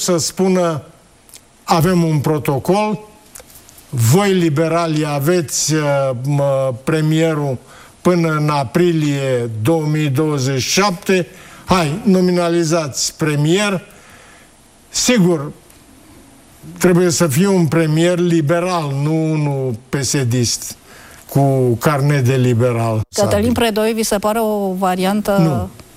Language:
Romanian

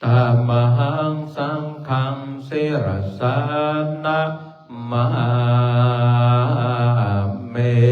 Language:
Pali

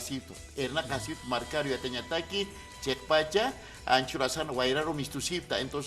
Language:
Aymara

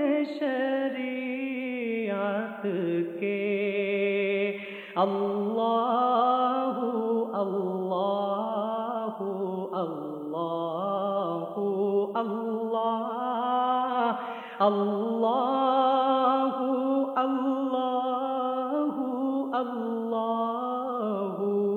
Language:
Urdu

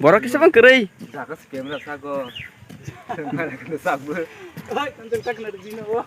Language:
Kok Borok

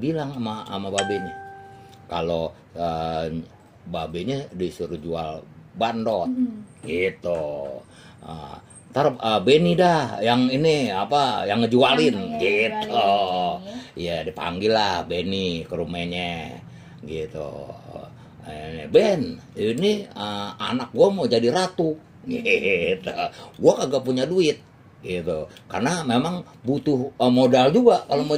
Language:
Betawi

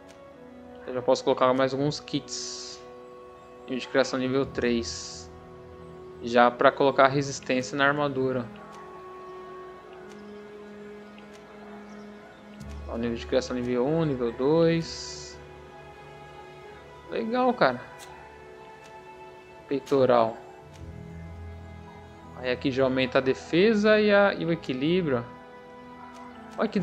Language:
Portuguese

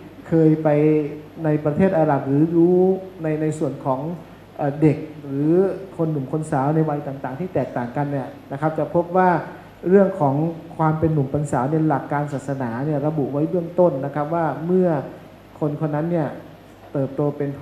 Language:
Thai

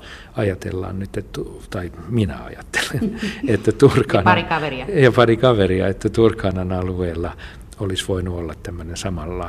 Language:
Finnish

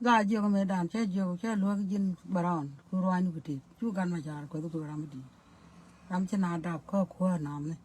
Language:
Nuer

